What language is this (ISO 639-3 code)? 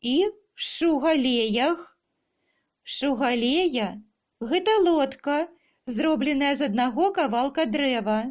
bel